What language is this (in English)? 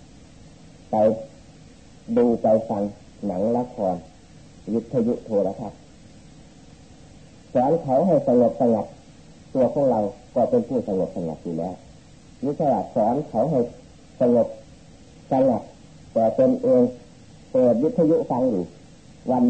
Thai